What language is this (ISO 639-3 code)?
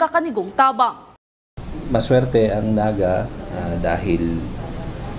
bik